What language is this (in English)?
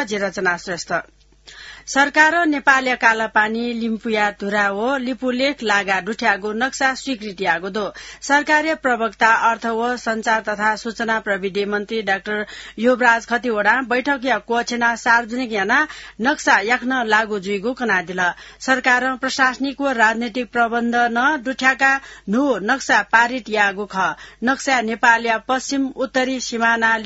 Newari